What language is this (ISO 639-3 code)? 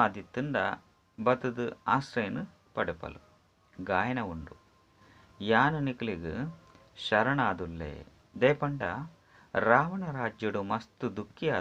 tcy